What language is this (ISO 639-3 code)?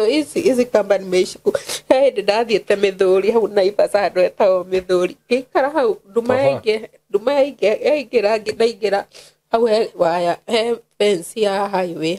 kik